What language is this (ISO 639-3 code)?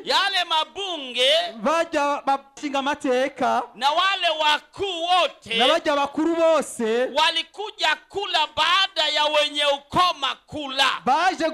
run